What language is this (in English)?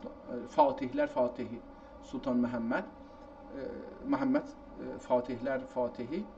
South Azerbaijani